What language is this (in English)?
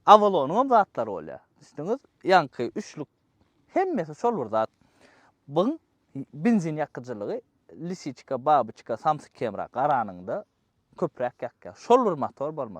Turkmen